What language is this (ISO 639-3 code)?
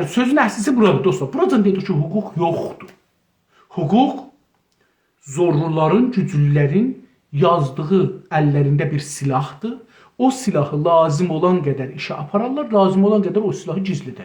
azb